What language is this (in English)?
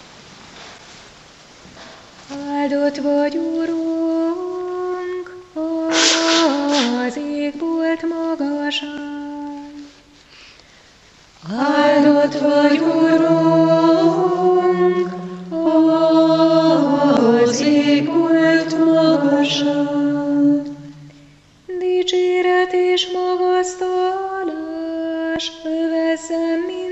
Hungarian